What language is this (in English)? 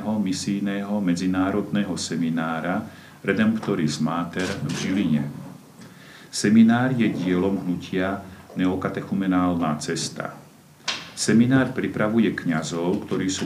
Slovak